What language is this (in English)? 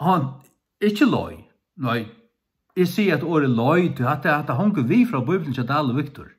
Faroese